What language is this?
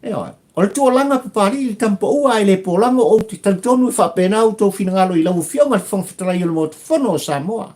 Samoan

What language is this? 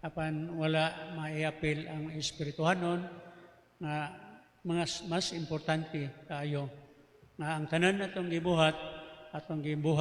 Cebuano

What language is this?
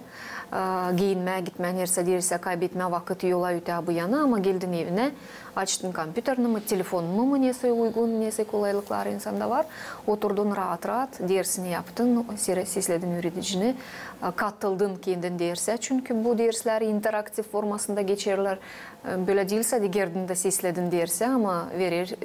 Gagauz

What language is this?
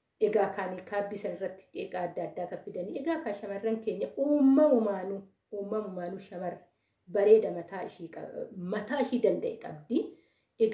Oromo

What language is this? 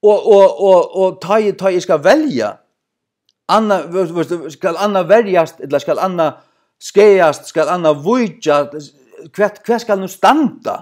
Faroese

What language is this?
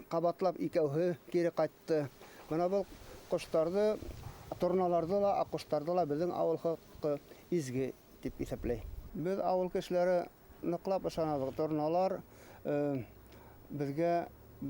Bashkir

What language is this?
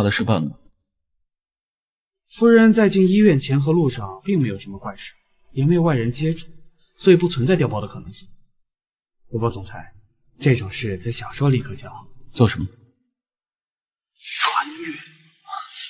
Chinese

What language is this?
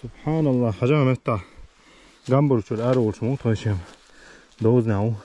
Chechen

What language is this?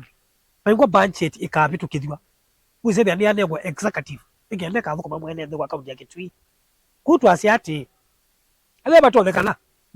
Kamba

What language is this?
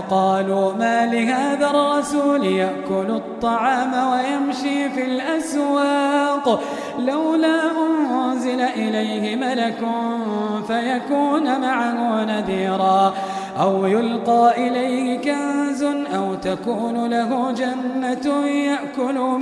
Arabic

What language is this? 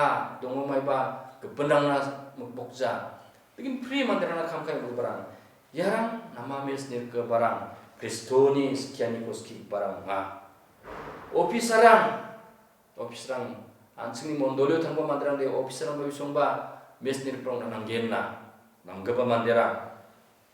Garo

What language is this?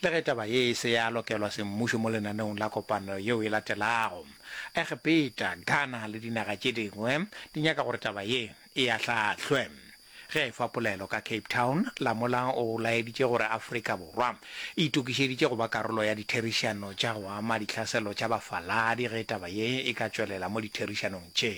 Northern Sotho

